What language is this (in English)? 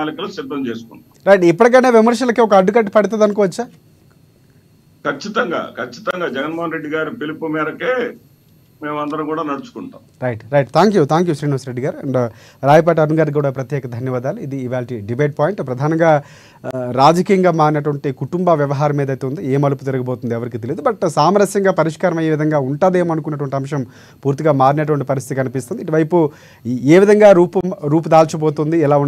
Telugu